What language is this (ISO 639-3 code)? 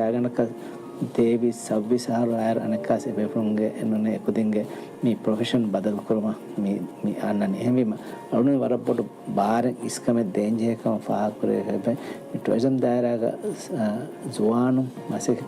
div